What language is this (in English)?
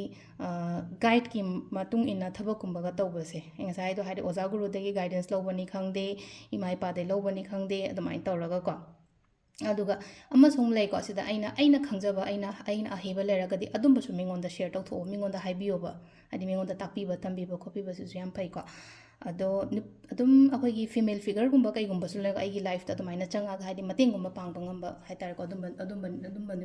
Manipuri